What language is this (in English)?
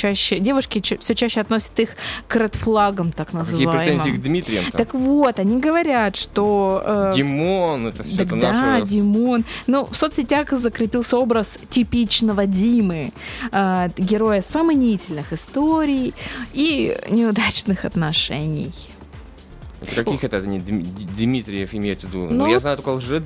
Russian